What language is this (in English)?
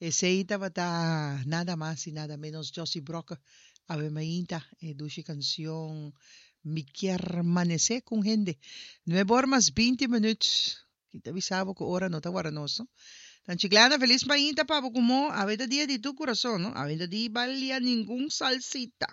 Papiamento